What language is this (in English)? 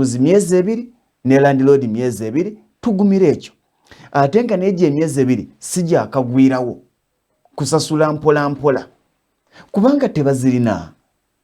Ganda